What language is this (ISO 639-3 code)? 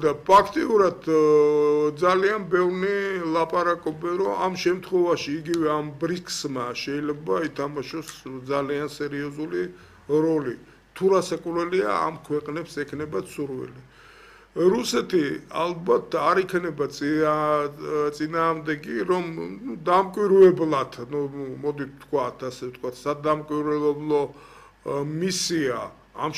kat